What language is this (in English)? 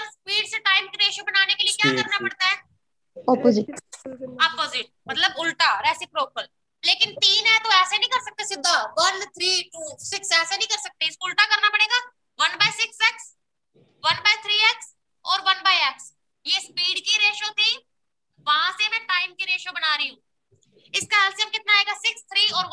Hindi